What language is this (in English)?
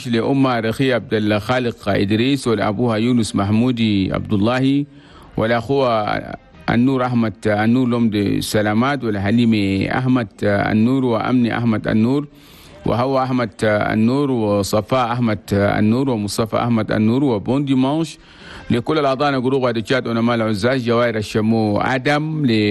Chadian Arabic